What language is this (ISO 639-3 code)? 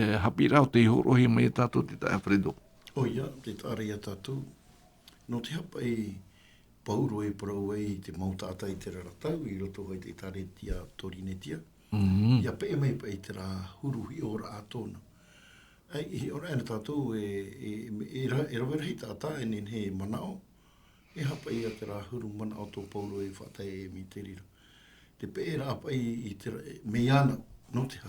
tah